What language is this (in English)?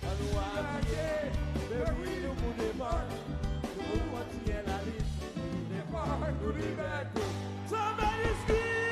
Seselwa Creole French